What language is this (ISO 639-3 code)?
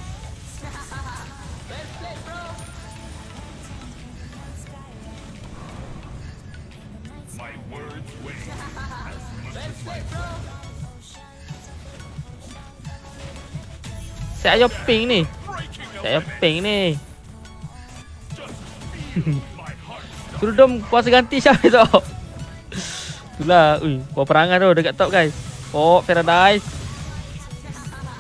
msa